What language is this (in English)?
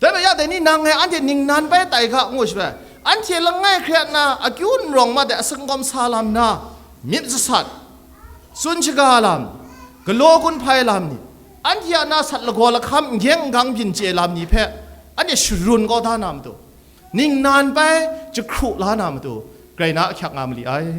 Kachin